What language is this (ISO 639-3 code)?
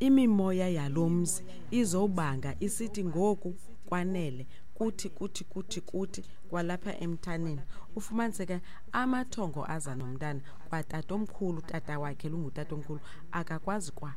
xho